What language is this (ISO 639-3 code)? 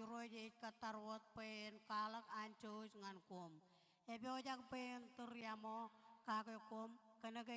mah